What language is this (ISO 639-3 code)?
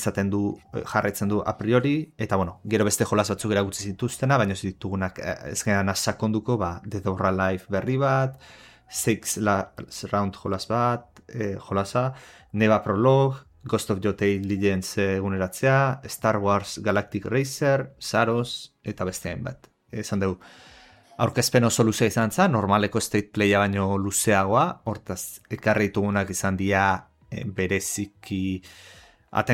eus